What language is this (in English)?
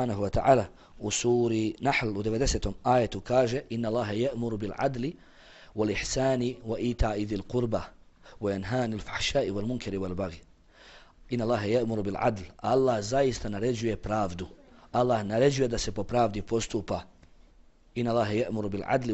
Bosnian